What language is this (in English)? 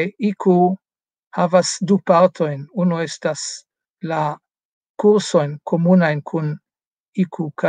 Esperanto